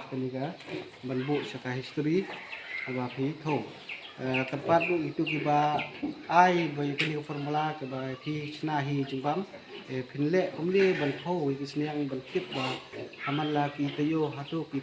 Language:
Khasi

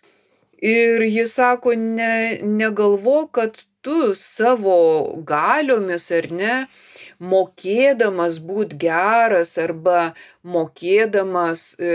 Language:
Lithuanian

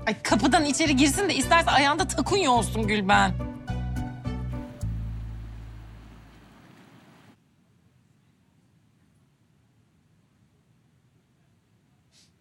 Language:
Turkish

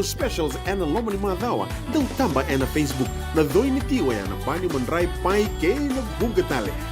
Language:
Fijian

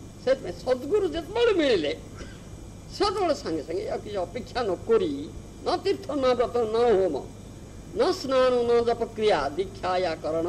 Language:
Odia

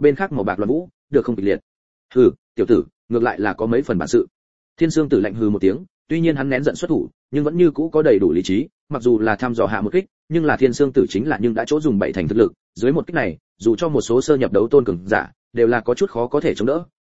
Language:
Vietnamese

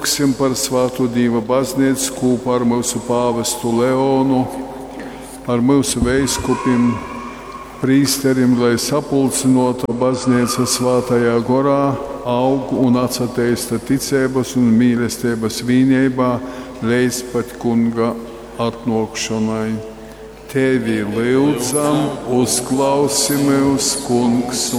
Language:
Latgalian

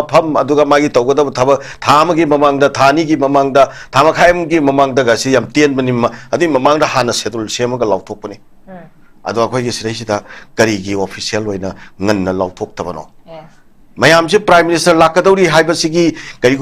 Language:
Manipuri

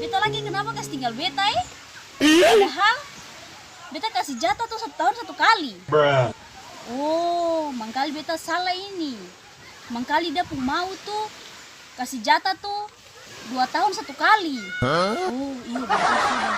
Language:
Ambonese Malay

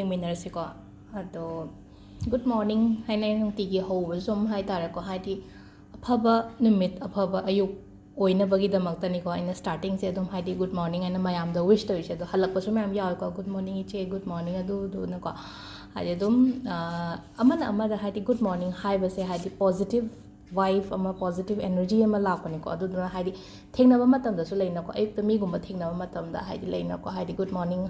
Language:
Manipuri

